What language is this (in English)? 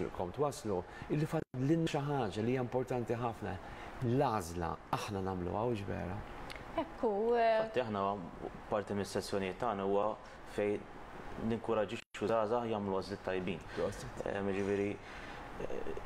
Maltese